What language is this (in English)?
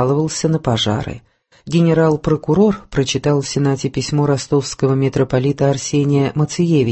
Russian